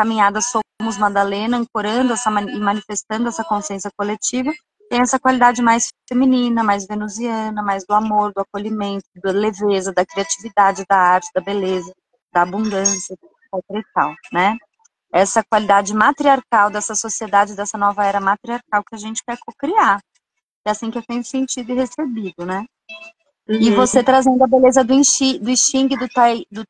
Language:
Portuguese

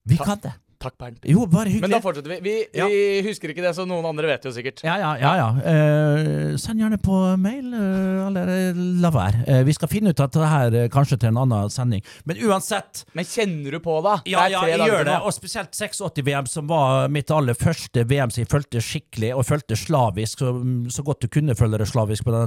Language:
Norwegian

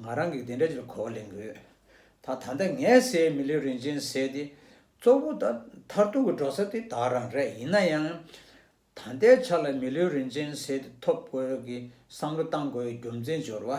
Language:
Tibetan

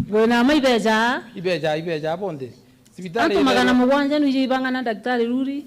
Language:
Meru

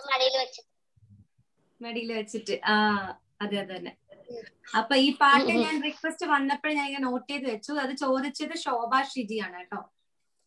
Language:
Malayalam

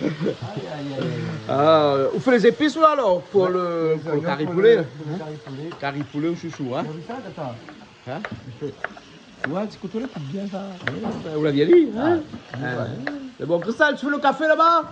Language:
Réunion Creole French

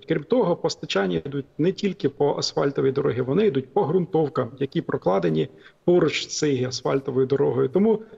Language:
Ukrainian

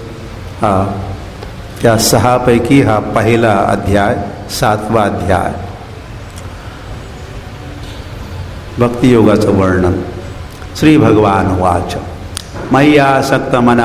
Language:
Marathi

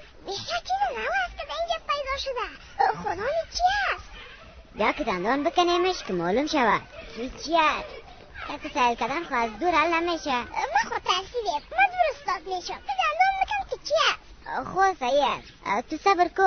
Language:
Persian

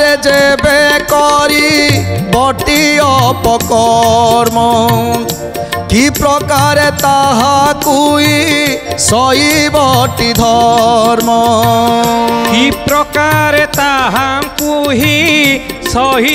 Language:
Odia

